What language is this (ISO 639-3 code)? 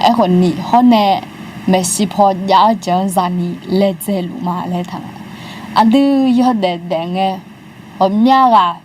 ahk